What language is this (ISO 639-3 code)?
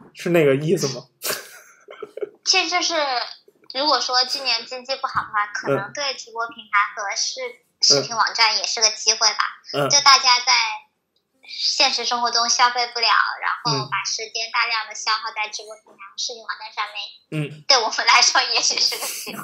zho